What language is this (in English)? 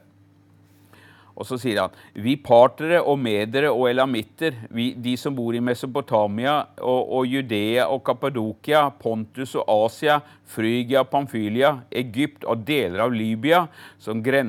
Norwegian